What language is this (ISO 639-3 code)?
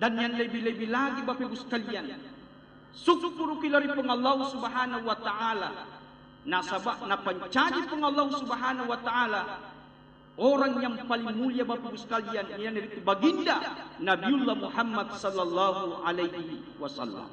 bug